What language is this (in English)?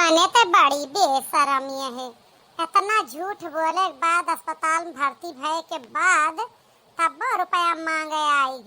Awadhi